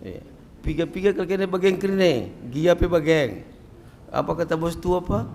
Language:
Batak Karo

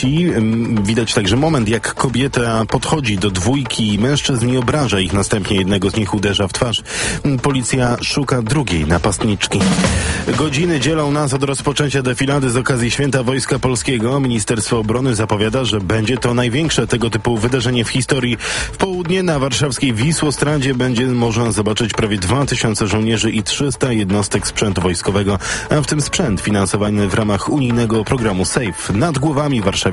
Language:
Polish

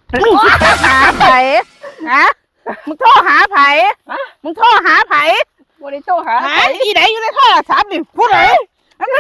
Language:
Northeastern Thai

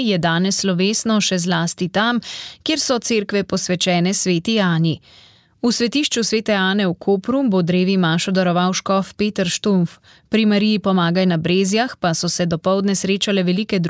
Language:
Slovenian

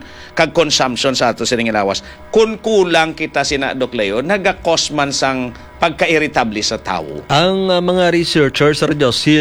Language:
Hiligaynon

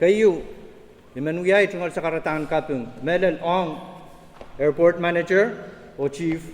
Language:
Pohnpeian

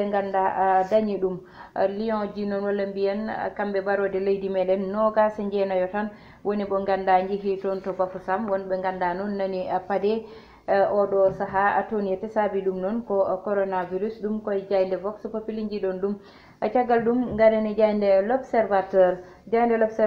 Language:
Fula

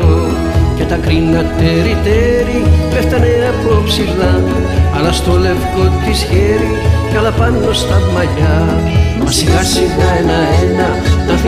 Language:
Greek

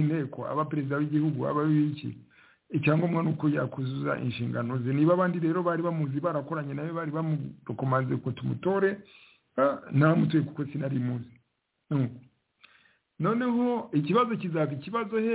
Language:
Kinyarwanda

